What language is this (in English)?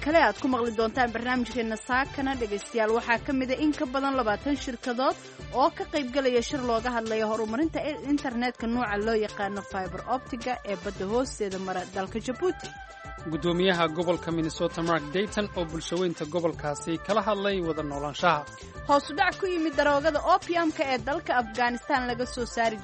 Somali